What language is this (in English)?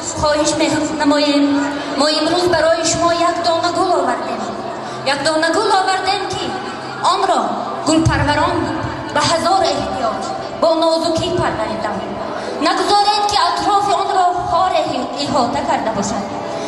Tajik